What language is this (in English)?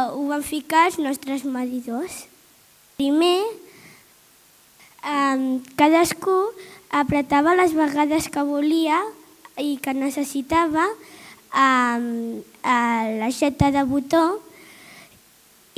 Catalan